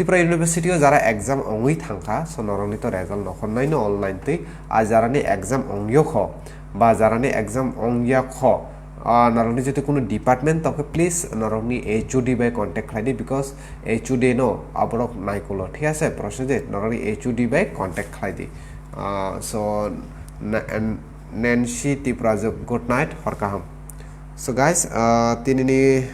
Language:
Kok Borok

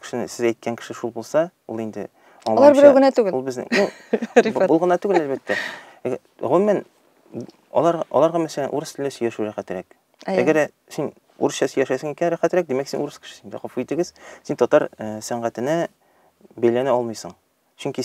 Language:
Tatar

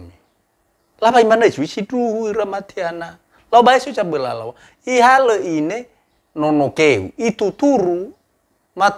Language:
Nias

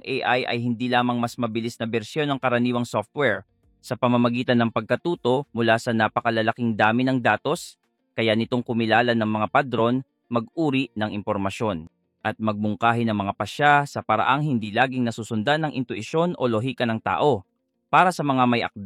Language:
Filipino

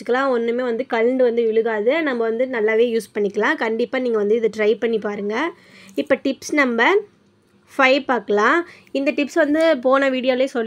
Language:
Tamil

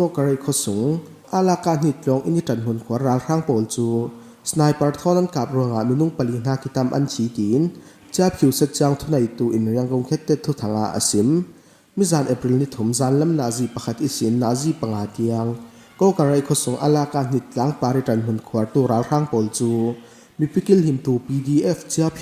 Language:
Falam Chin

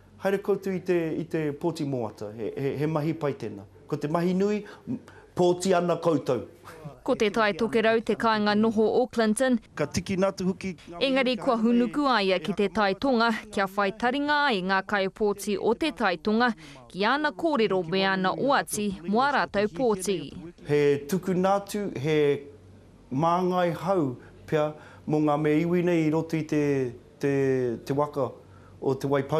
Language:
Māori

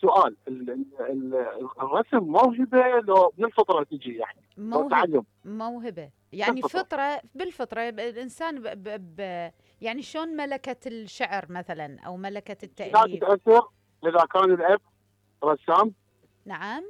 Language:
Mesopotamian Arabic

